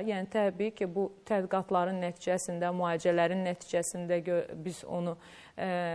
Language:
Azerbaijani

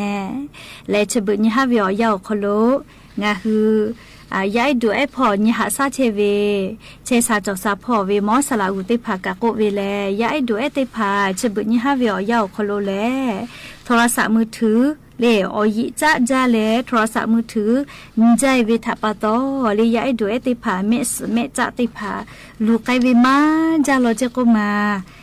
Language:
Lahu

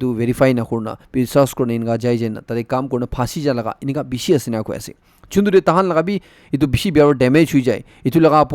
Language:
Naga Pidgin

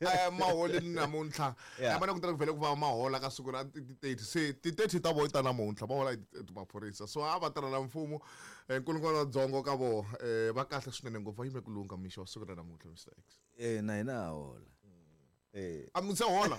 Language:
Tsonga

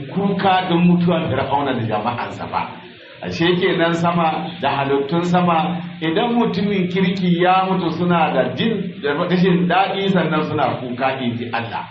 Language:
Hausa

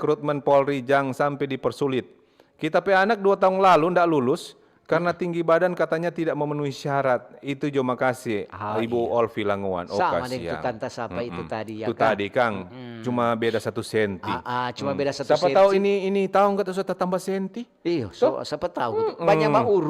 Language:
Manado Malay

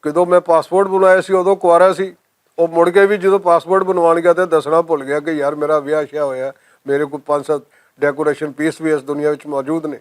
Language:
Western Panjabi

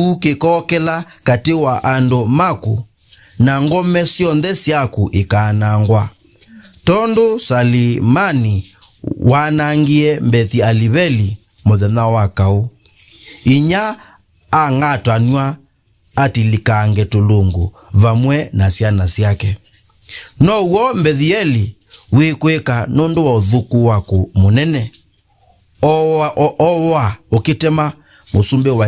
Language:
Kamba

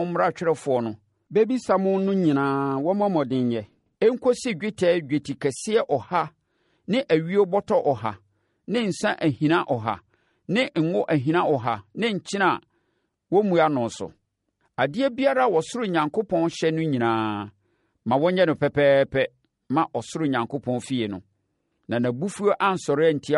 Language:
Akan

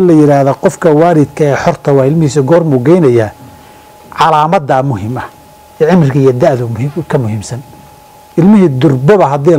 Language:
Somali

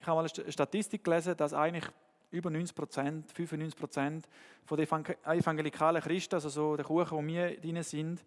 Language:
Swiss German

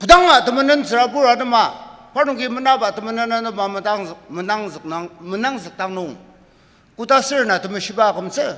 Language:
Ao Naga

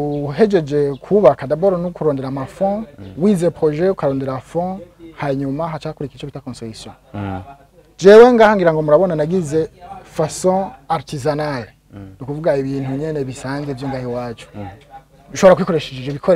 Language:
Rundi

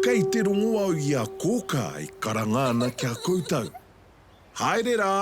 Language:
Māori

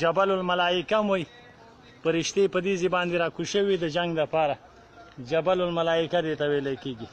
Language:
Pashto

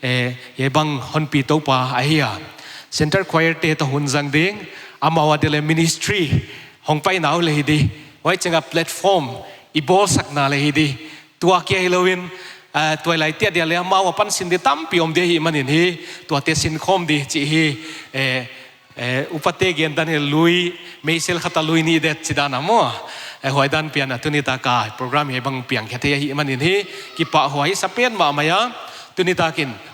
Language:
Paite Chin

